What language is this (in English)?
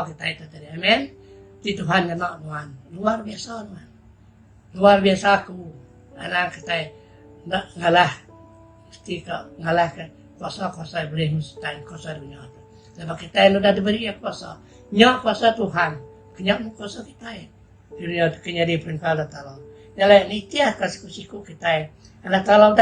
Iban